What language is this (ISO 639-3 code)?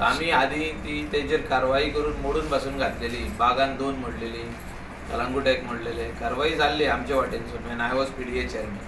kok